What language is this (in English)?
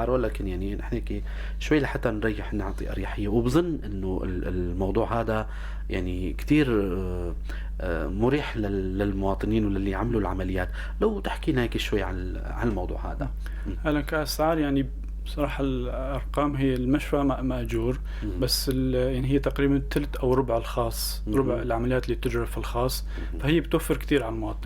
North Levantine Arabic